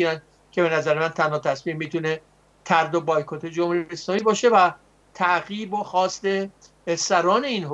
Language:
Persian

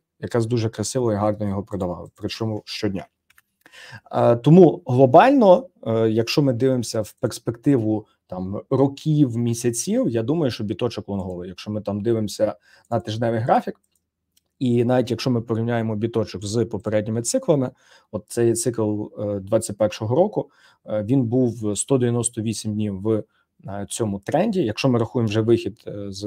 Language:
Ukrainian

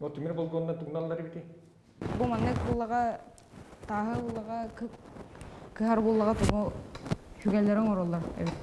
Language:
Yakut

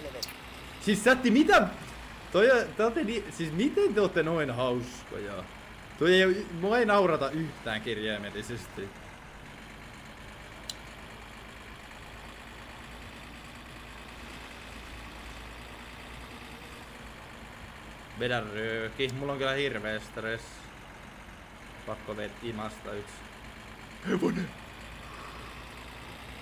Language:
Finnish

